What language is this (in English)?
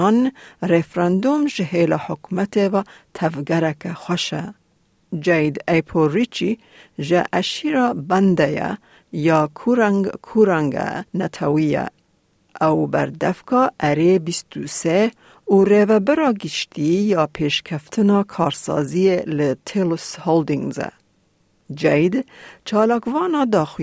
Kurdish